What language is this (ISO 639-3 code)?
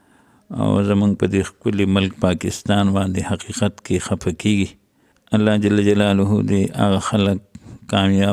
pus